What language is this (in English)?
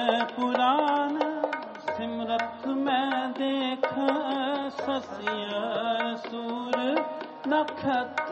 Hindi